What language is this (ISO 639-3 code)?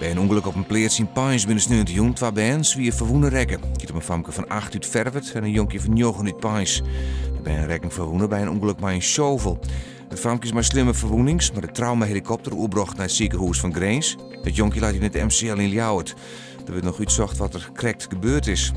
fry